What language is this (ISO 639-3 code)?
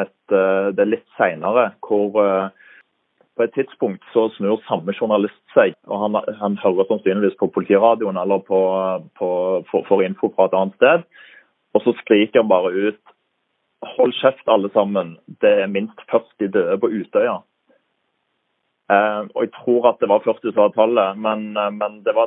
nor